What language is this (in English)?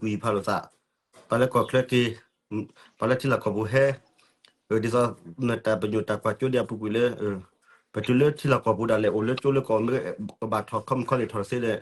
S'gaw Karen